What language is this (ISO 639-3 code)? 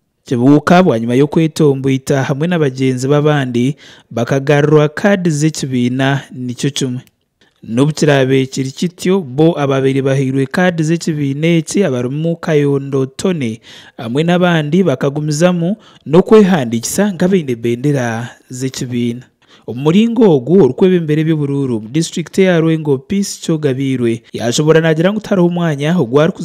nyn